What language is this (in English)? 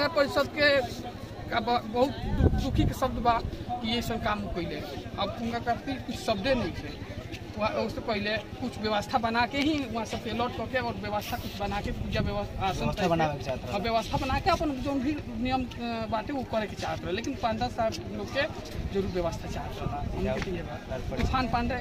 Bhojpuri